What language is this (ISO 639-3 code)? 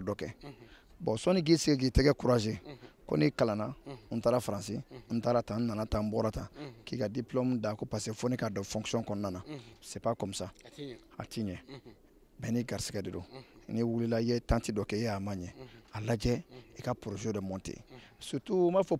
bam